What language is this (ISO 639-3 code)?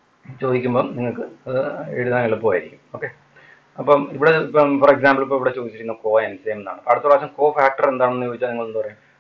mal